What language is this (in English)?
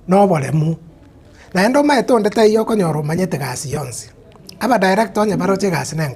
Gusii